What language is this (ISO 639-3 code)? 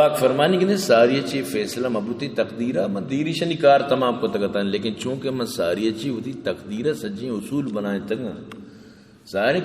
bal